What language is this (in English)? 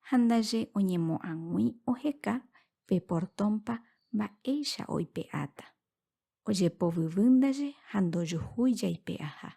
Guarani